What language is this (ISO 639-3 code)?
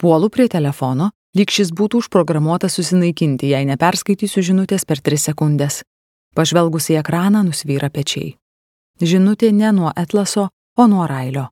lit